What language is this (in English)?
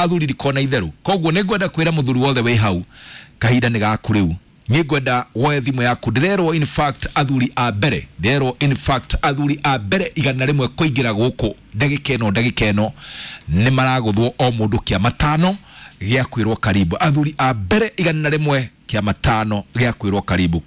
Kikuyu